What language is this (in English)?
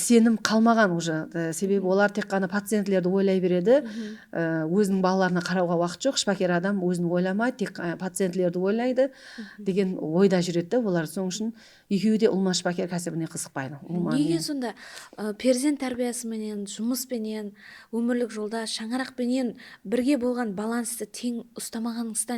Kara-Kalpak